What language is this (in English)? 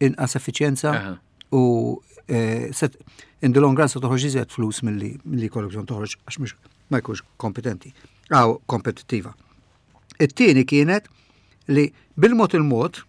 Maltese